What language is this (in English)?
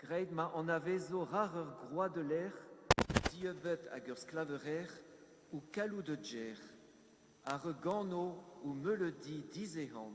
Breton